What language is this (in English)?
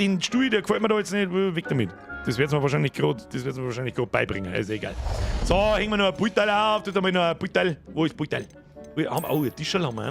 Bavarian